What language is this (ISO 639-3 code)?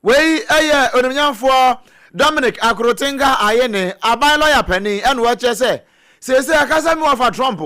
aka